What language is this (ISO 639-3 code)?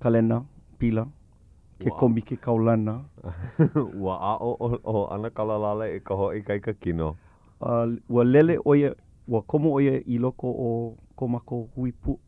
haw